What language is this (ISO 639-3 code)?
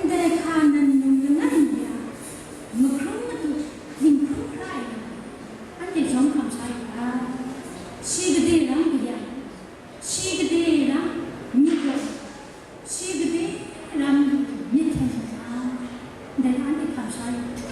kac